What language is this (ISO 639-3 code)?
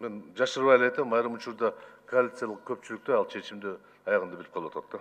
kir